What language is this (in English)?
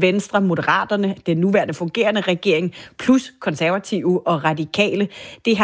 Danish